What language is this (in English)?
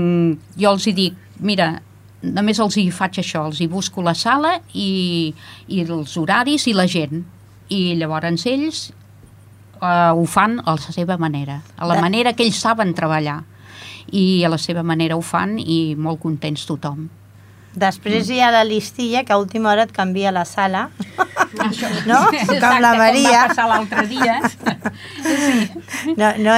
Catalan